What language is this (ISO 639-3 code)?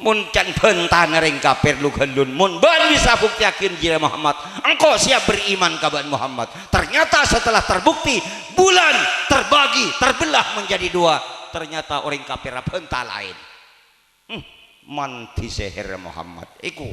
mad